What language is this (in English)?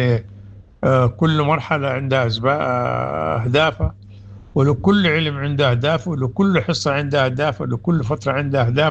Sudanese Arabic